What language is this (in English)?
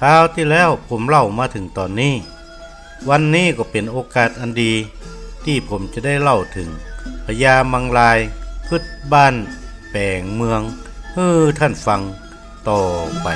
Northern Thai